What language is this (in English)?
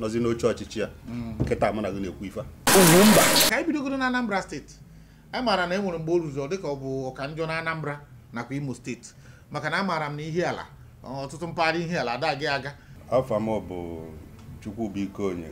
Igbo